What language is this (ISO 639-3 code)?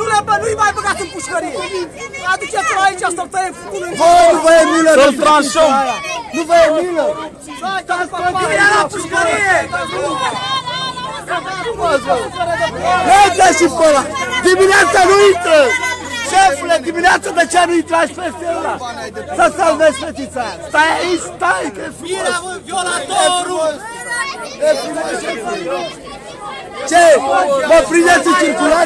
ron